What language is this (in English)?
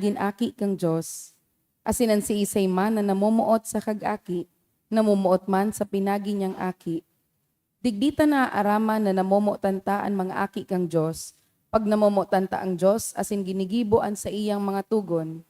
Bikol